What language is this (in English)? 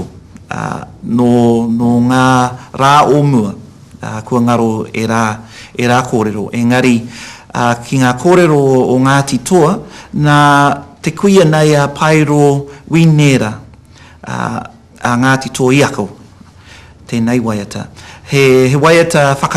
Māori